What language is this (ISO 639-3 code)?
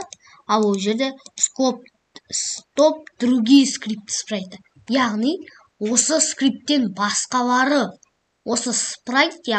kaz